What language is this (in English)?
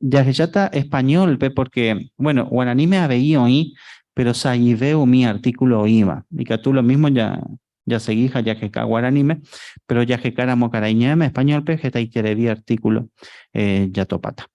Guarani